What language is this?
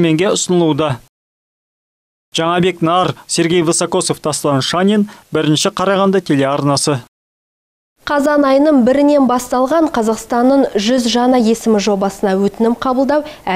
Kazakh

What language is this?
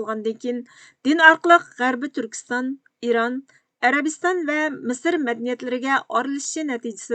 Uyghur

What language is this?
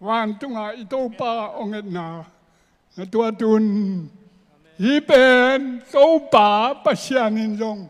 Tedim Chin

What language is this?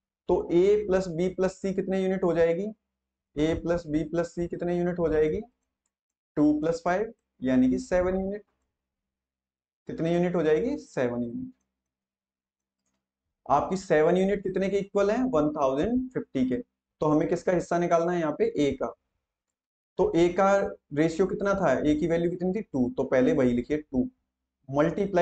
Hindi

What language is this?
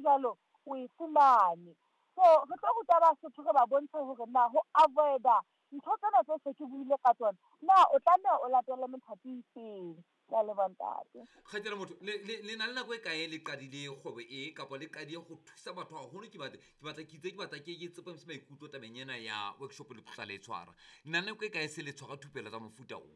Southern Sotho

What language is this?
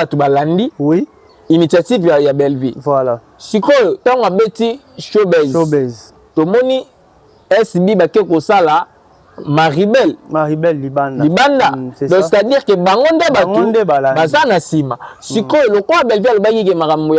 Lingala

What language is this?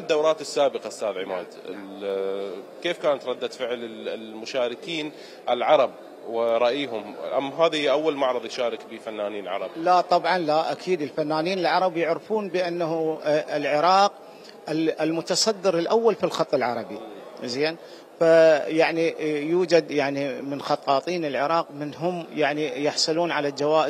Mesopotamian Arabic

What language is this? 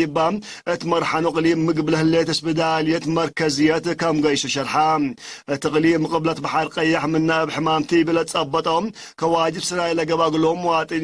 Tigre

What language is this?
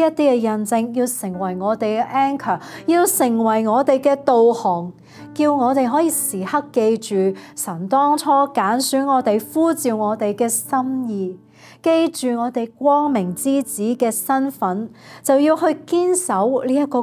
Cantonese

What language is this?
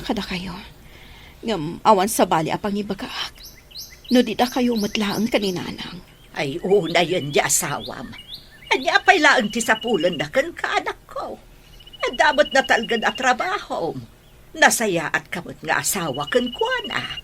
Iloko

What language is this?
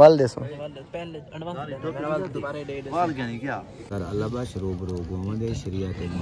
Saraiki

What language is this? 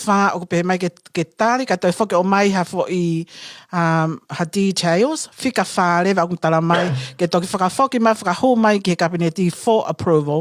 Tongan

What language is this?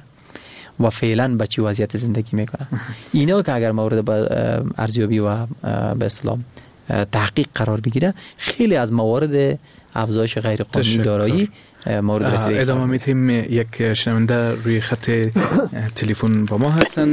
Persian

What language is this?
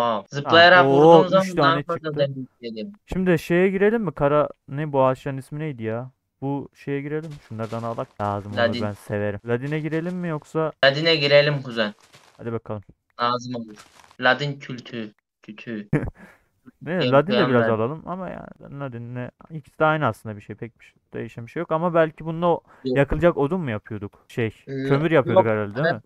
Turkish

